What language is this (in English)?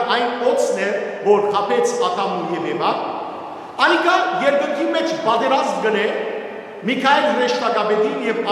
Western Armenian